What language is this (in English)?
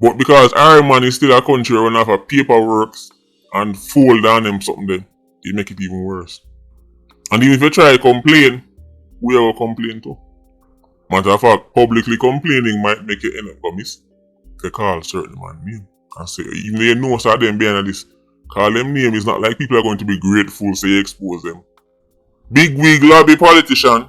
Jamaican Creole English